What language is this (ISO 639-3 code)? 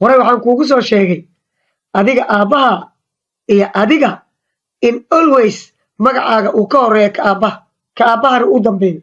som